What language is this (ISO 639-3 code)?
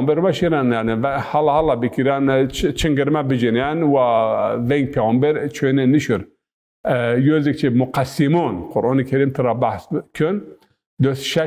zza